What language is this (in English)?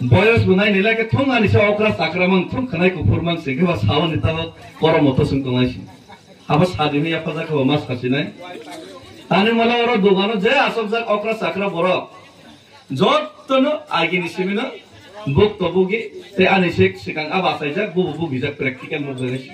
Kok Borok